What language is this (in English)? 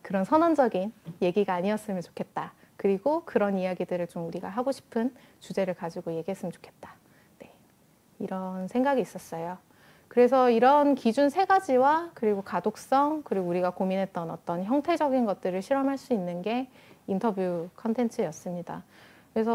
Korean